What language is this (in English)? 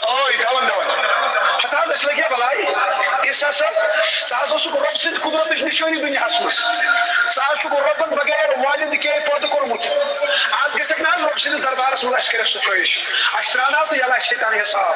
Kashmiri